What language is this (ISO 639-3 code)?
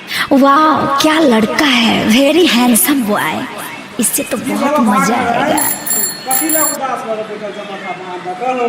mai